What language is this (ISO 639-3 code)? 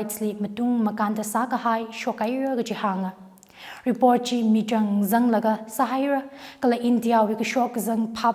nmf